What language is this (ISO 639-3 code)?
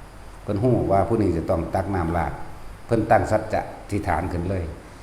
tts